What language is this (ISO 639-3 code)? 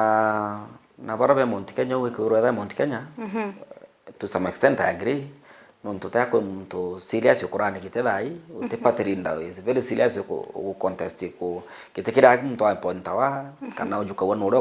mer